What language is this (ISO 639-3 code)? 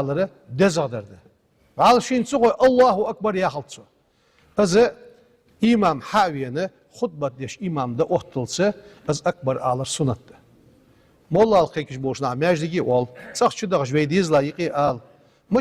inh